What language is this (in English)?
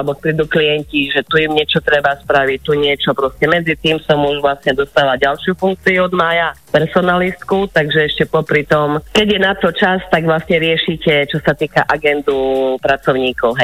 Slovak